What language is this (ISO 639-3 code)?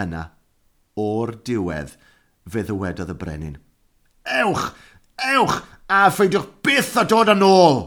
cym